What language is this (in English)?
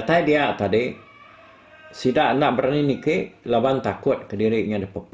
Iban